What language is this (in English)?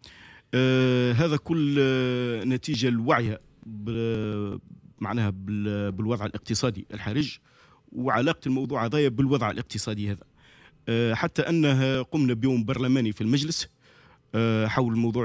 Tunisian Arabic